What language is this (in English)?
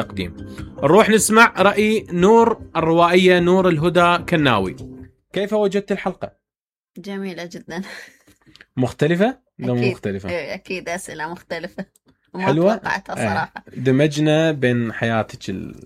Mesopotamian Arabic